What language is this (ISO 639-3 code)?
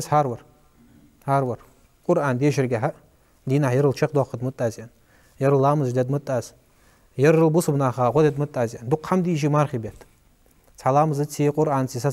inh